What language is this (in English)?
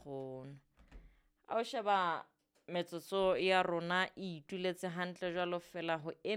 Southern Sotho